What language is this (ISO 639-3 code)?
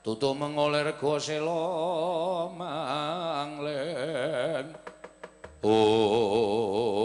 jav